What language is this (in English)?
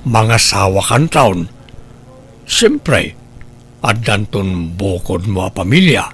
Iloko